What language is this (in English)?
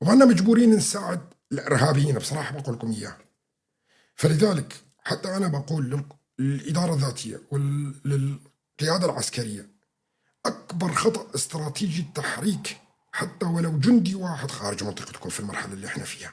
North Levantine Arabic